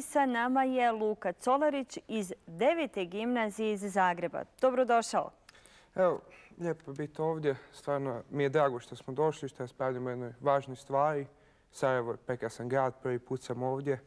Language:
Bosnian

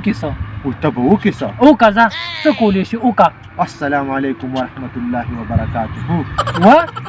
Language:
Pashto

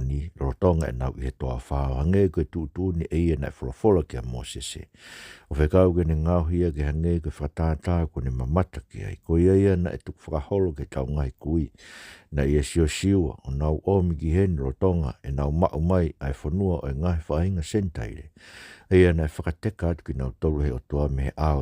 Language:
Tongan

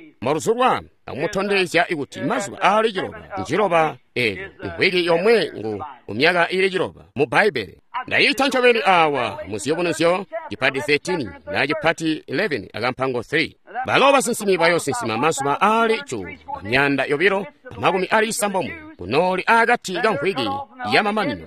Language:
Tonga (Zambia)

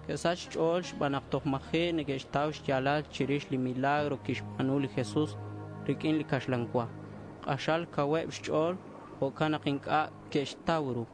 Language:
Kekchí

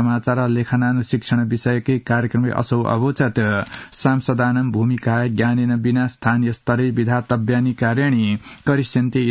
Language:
Sanskrit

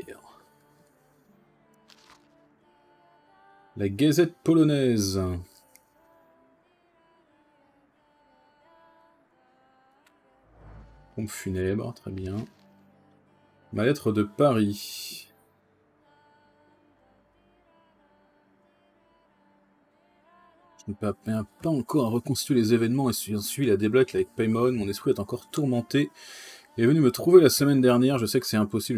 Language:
French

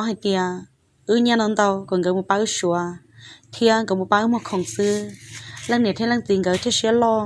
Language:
Hmong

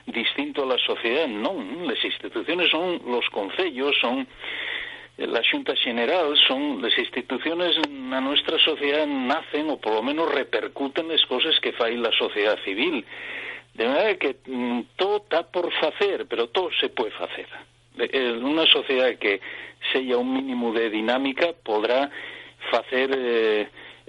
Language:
Asturian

